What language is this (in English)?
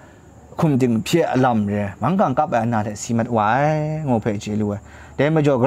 Kachin